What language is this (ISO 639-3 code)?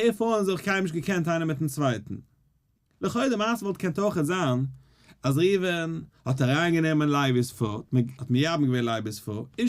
yid